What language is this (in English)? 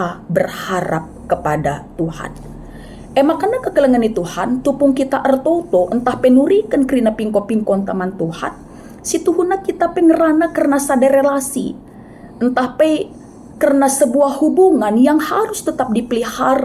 Batak Karo